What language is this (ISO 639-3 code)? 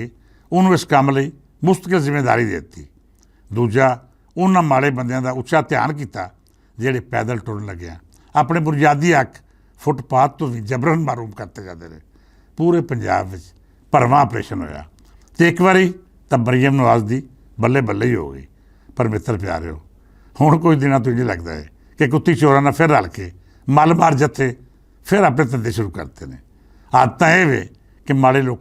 lah